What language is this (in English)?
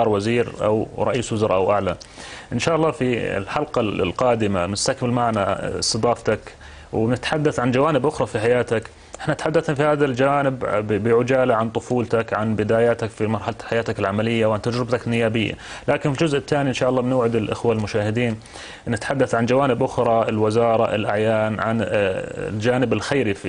North Levantine Arabic